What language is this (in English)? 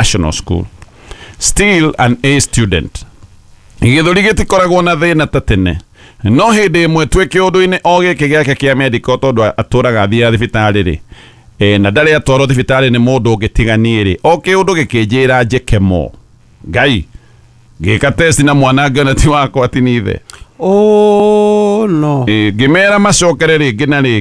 Kikuyu